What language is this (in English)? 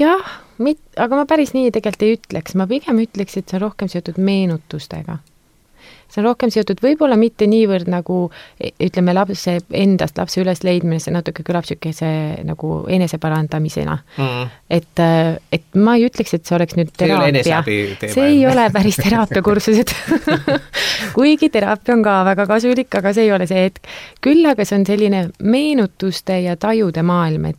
Estonian